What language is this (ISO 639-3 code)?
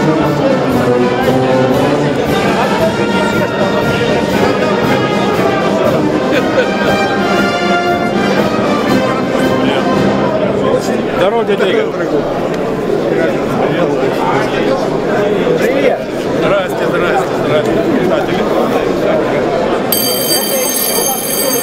rus